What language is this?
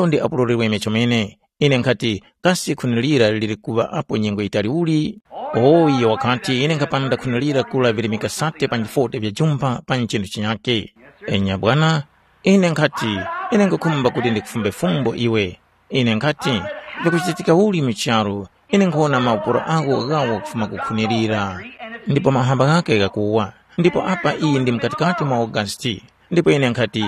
Tumbuka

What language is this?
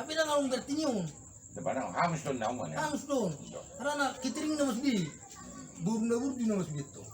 Batak Toba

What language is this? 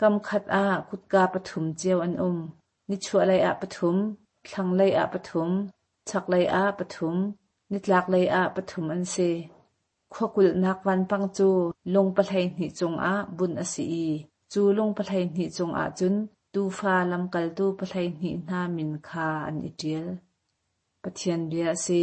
Hakha Chin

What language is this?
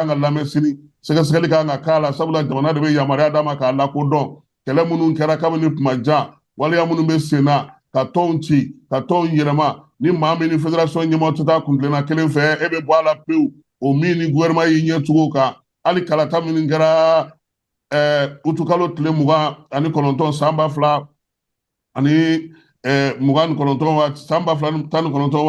Bambara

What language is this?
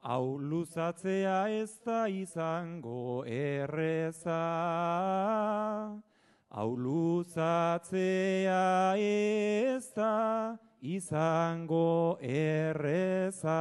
Basque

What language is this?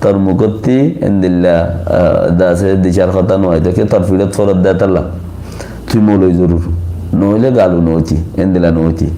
Rohingya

